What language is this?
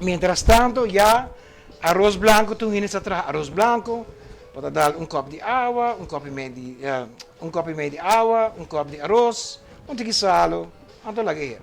Papiamento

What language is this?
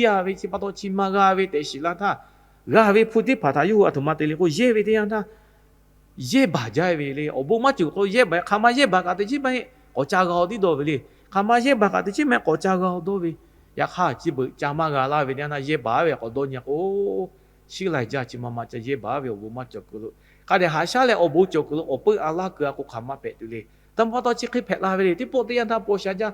Lahu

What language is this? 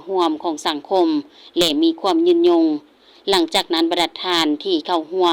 Lao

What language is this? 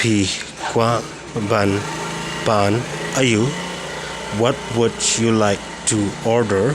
Khasi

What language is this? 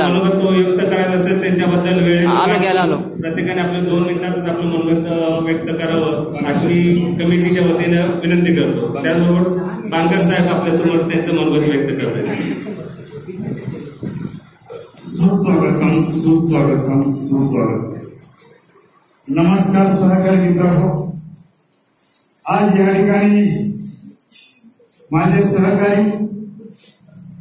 Marathi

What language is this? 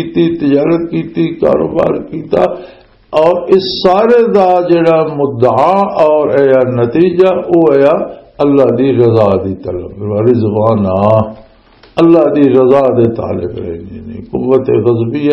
Western Panjabi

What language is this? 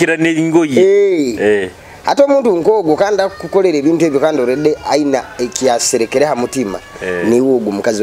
Nyoro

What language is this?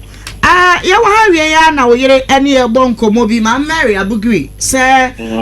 Akan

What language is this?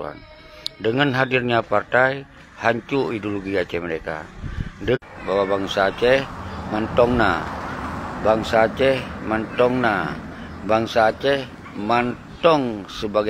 Achinese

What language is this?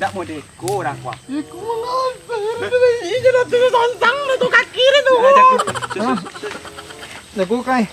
Minangkabau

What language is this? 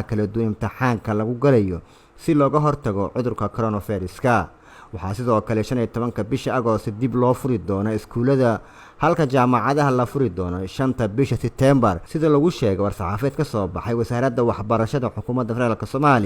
Somali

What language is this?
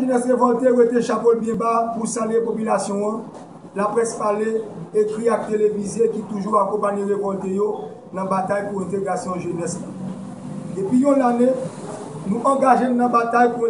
Haitian Creole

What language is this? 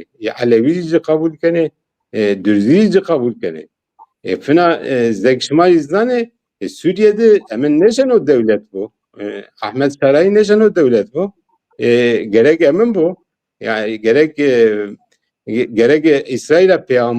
Zaza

